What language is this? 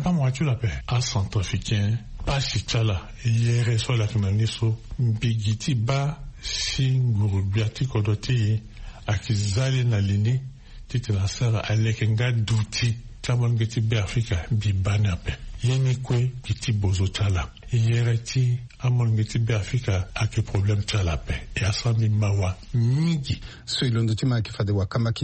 Sango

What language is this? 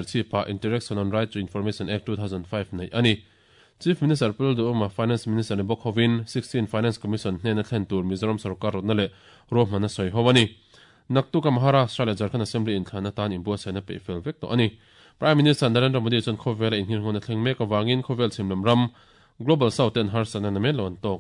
Mizo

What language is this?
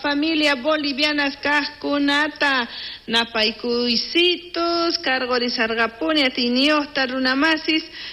South Bolivian Quechua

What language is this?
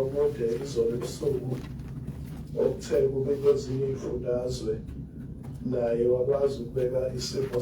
Zulu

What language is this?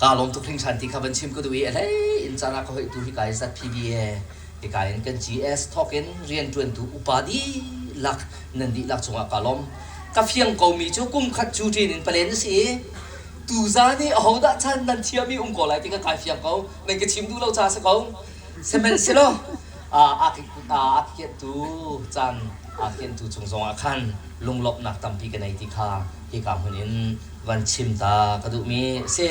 Hakha Chin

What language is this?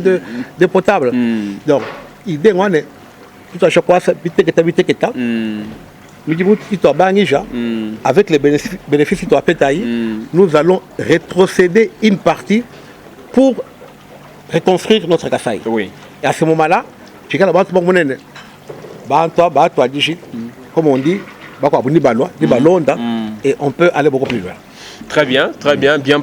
Luba-Lulua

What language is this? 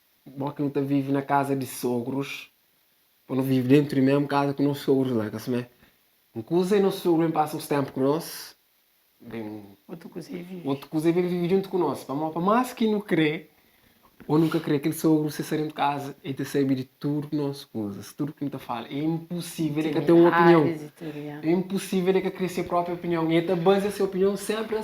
Kabuverdianu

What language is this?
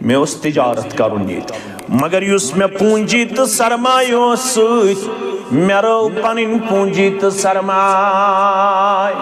Kashmiri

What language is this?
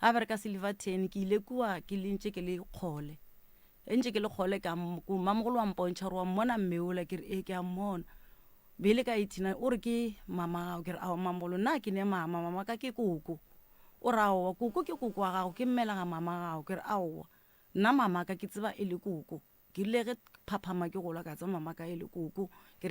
Northern Sotho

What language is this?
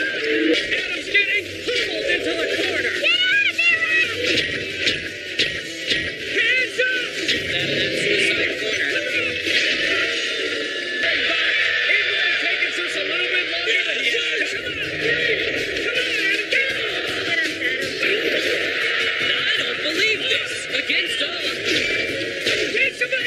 English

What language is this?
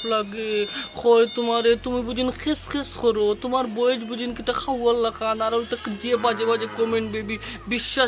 Sylheti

